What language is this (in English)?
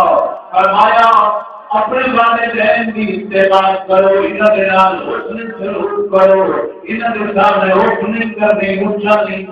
Saraiki